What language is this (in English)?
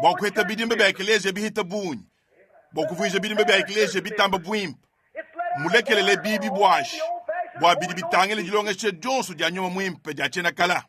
Luba-Lulua